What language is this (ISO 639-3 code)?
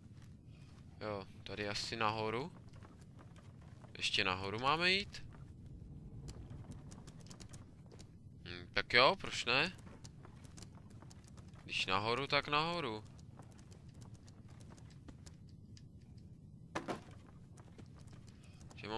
ces